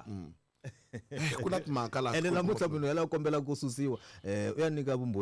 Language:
Tsonga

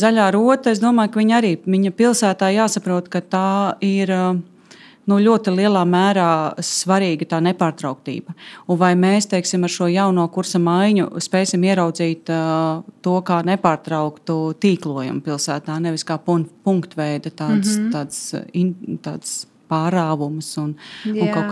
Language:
Latvian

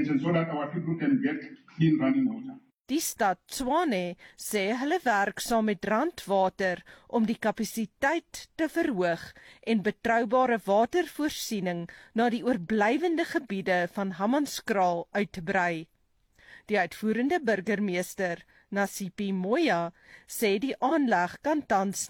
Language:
Afrikaans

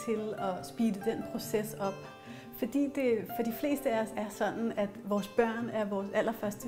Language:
Danish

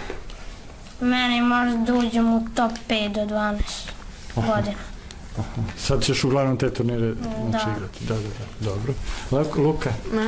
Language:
Serbian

